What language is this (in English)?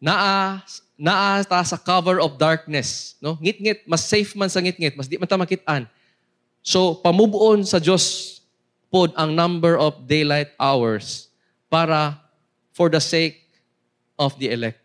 Cebuano